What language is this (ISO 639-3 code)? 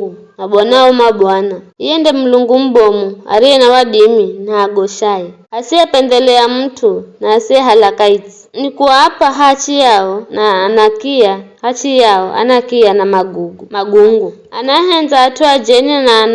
nyf